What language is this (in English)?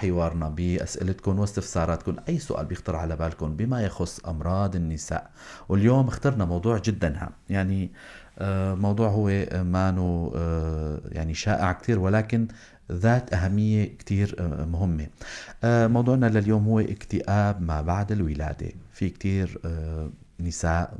North Levantine Arabic